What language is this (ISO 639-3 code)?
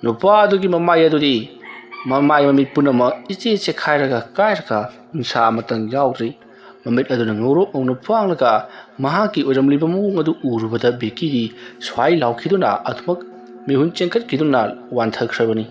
mni